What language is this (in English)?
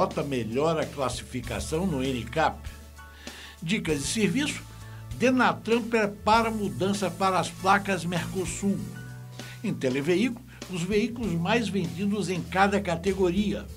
Portuguese